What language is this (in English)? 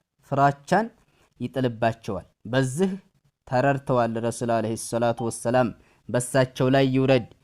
Amharic